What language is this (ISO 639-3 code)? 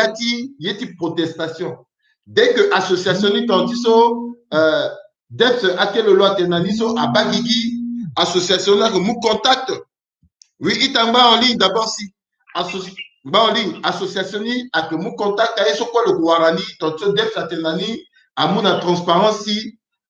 sag